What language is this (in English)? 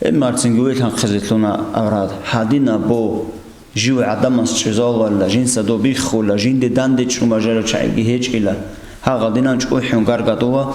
Avaric